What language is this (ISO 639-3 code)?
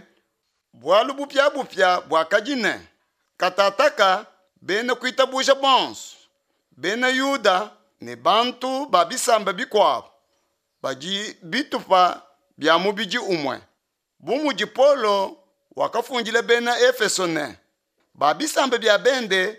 lua